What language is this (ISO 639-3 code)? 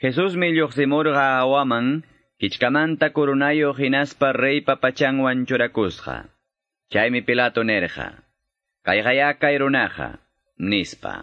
que